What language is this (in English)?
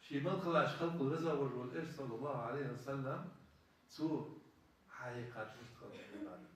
Ingush